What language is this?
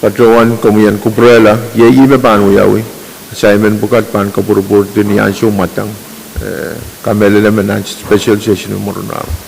Pohnpeian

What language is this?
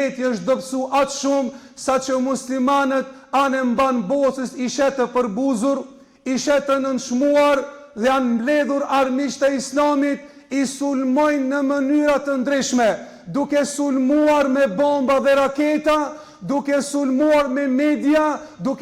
Albanian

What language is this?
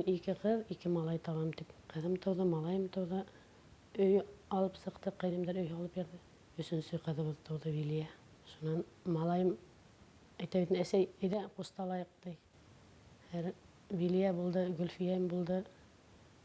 Bashkir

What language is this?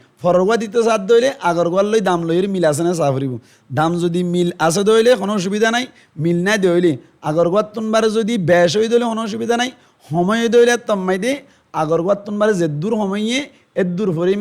Rohingya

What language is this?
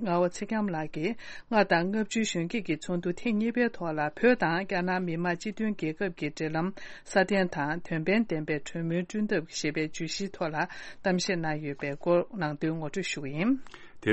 Tibetan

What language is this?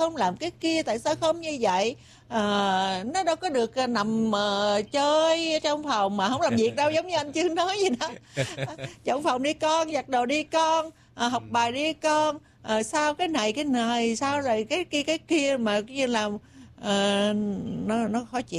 Vietnamese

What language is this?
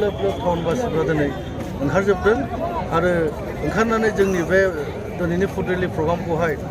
Bodo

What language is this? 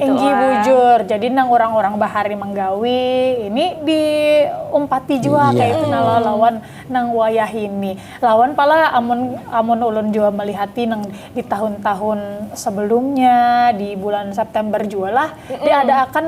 Banjar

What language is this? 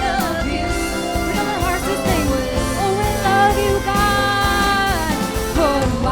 Waray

